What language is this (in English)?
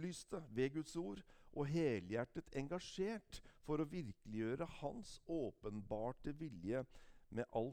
Norwegian